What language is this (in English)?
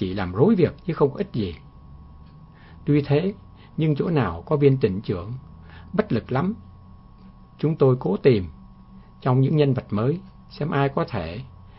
Vietnamese